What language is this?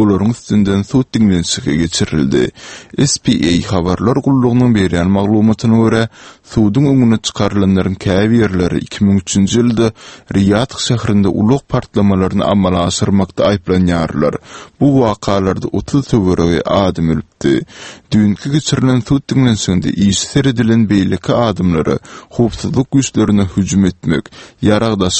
Turkmen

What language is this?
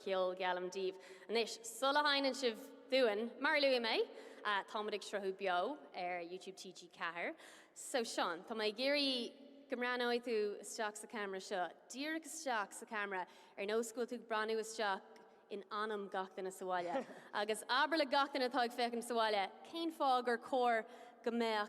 Irish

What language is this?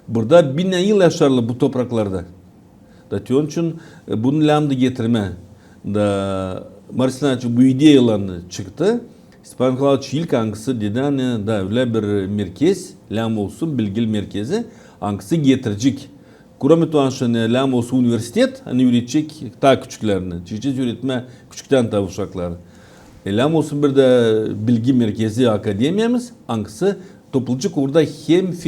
Gagauz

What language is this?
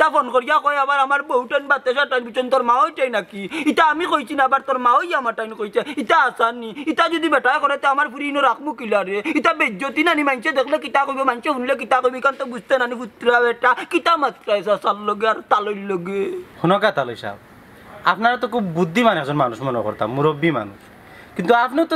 Sylheti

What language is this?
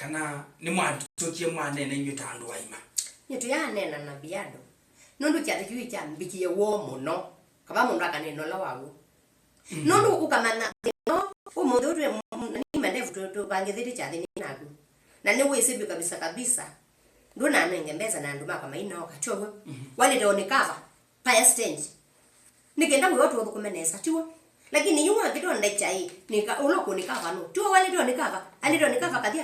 Kamba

